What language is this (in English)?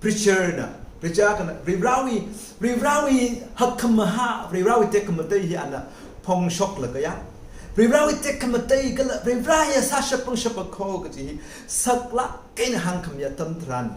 Tangkhul Naga (India)